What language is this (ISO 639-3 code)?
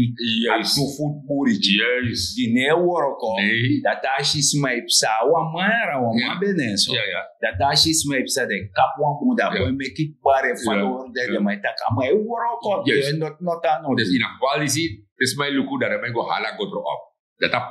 srn